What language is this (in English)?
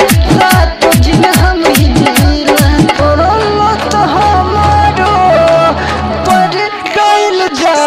Bhojpuri